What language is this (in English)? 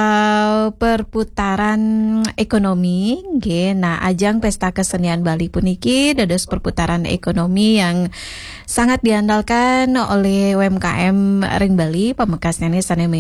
Balinese